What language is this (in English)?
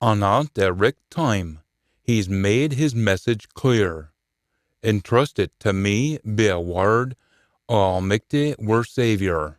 Scots